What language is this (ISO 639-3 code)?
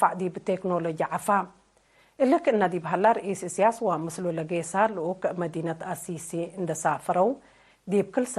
tig